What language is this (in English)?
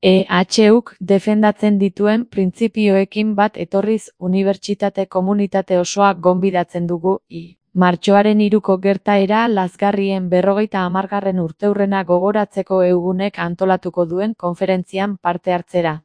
Basque